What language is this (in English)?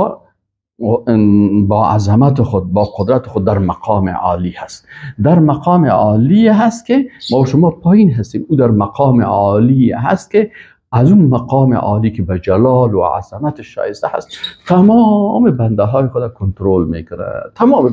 Persian